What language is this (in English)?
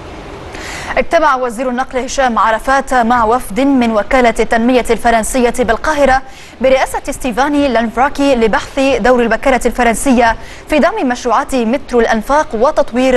Arabic